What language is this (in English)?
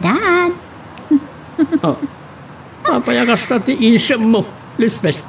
Iloko